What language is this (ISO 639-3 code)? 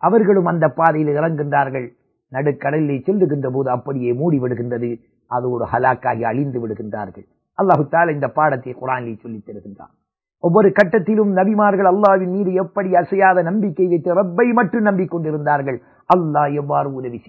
tam